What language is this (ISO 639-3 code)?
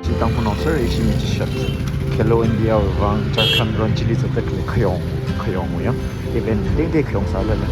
nmf